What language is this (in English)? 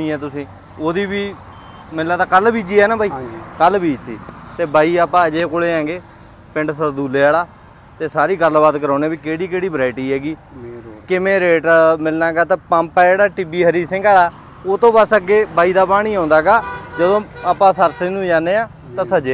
Punjabi